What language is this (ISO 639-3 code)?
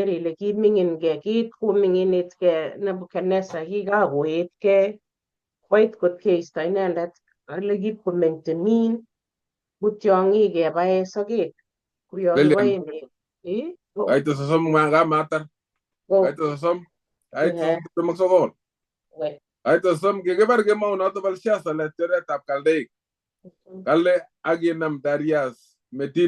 kln